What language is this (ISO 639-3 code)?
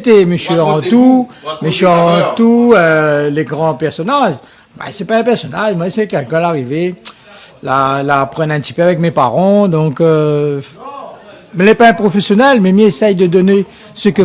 rcf